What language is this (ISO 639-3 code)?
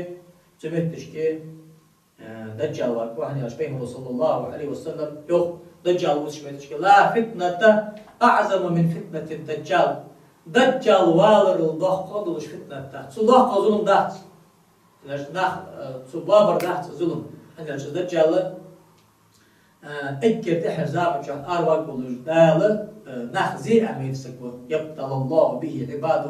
inh